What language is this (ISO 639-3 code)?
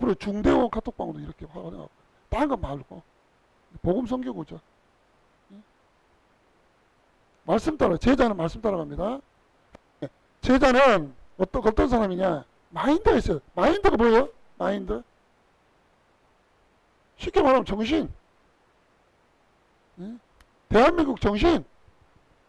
kor